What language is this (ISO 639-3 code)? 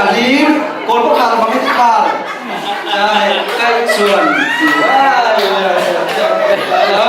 cfm